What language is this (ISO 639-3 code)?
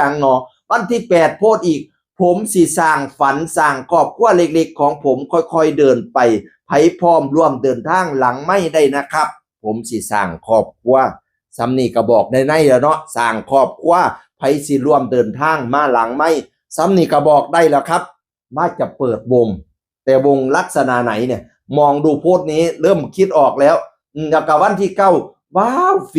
tts